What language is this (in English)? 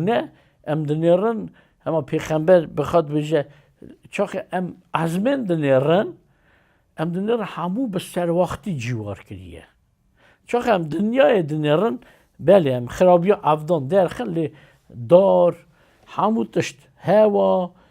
Kurdish